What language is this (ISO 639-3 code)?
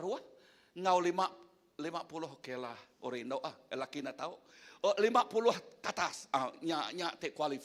iba